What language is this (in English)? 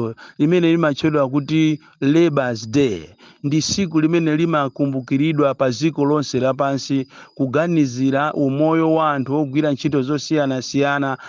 Nyanja